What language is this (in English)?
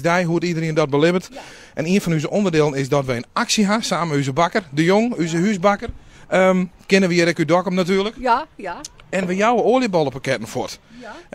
Western Frisian